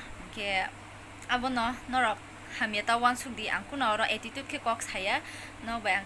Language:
Kok Borok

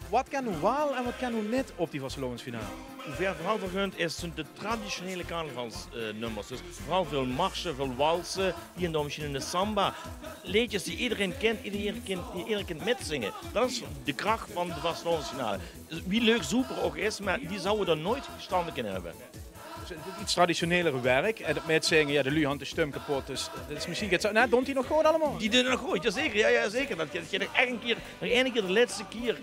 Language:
Limburgish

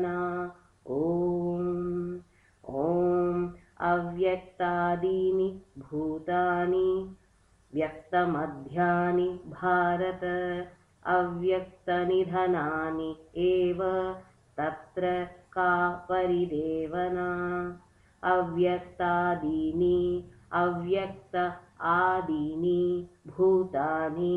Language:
Sanskrit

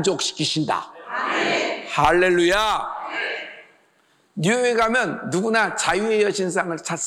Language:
Korean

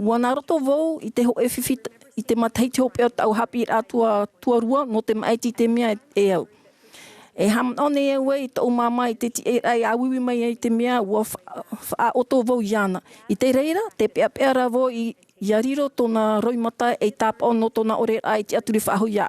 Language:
Tahitian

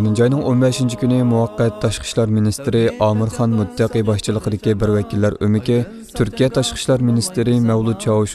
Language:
Uyghur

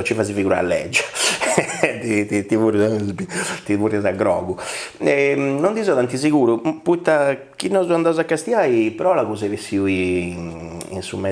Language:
Sardinian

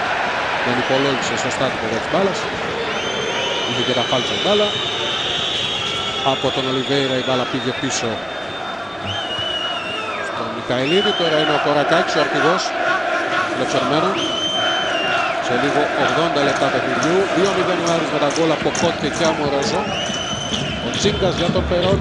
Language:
Greek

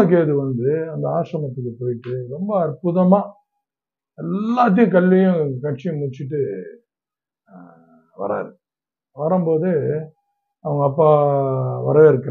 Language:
Tamil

